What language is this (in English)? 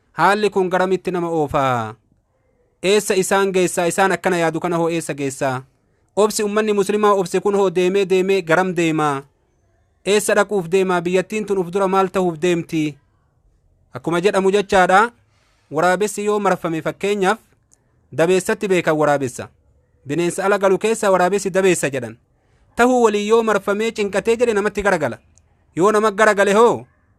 Oromo